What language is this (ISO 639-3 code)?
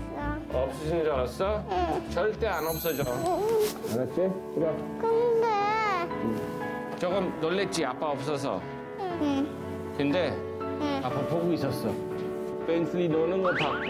kor